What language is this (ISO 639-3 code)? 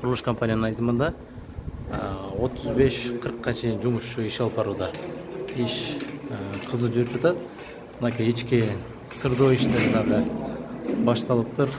kir